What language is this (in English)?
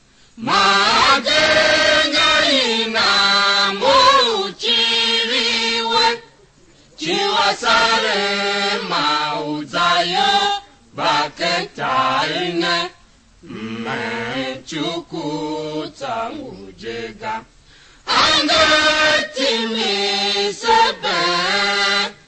Tiv